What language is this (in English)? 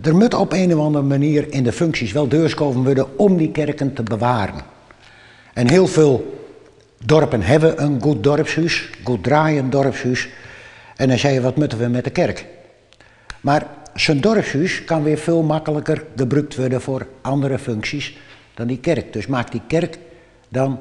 Western Frisian